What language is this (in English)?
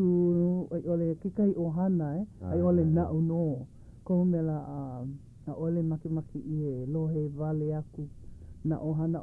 Hawaiian